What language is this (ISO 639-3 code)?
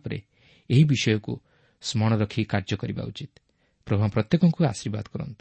ori